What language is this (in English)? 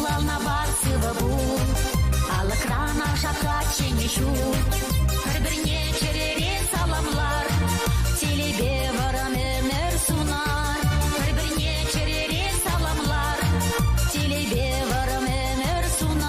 Chuvash